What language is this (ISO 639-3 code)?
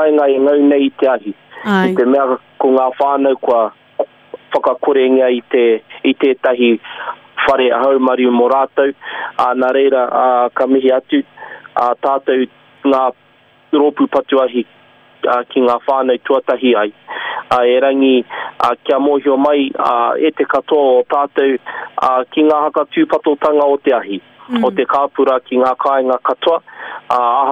mri